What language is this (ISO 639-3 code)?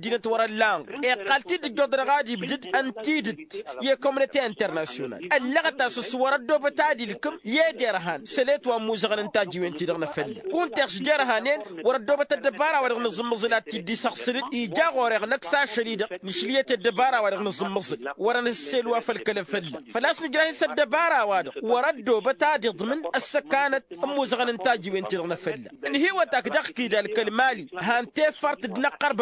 taq